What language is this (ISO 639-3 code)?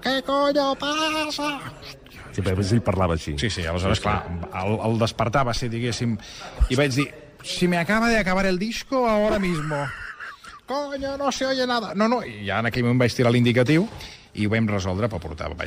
cat